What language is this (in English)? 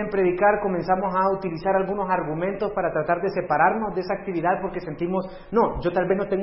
Spanish